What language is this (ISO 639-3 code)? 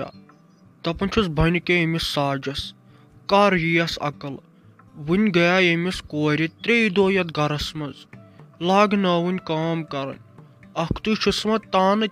kas